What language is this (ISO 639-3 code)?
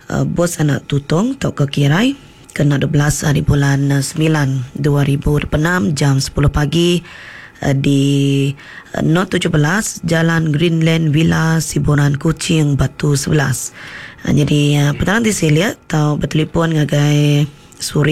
iba